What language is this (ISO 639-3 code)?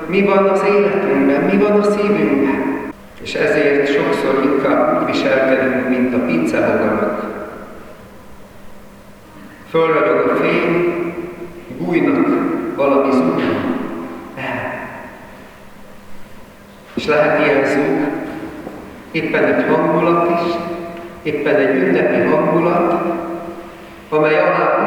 hun